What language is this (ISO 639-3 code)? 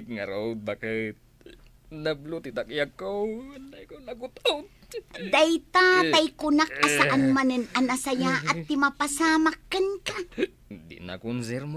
ilo